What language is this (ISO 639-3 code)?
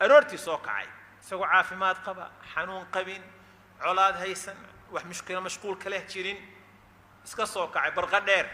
som